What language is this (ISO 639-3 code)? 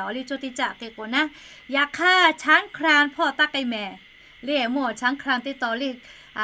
lhu